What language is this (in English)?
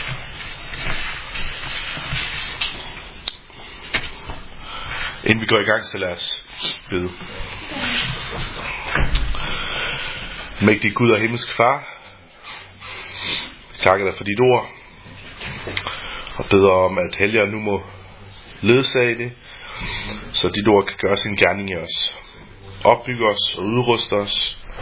Danish